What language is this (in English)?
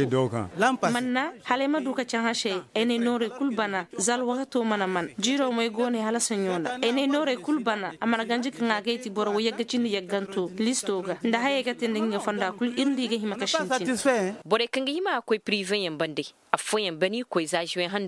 Koyraboro Senni